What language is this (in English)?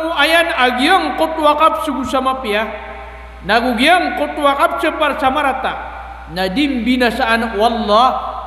Maranao